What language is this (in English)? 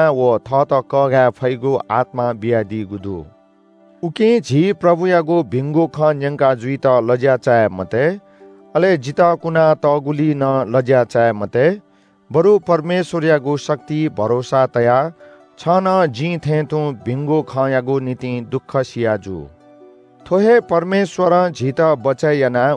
Newari